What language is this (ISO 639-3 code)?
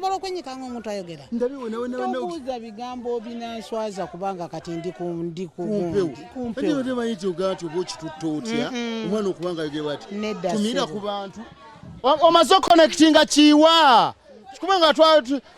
lug